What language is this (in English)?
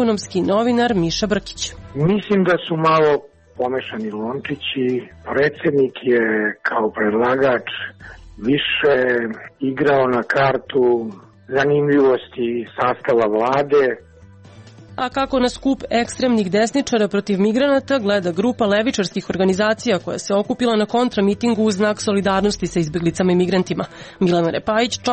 Serbian